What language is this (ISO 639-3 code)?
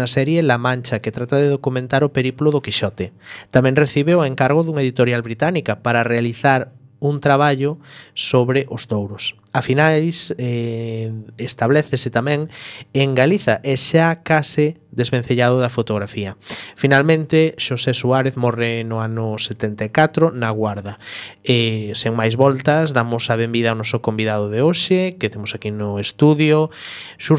glg